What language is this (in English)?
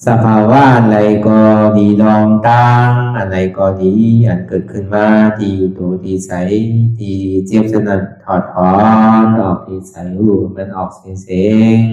Shan